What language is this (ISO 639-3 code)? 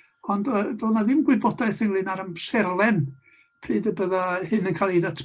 cym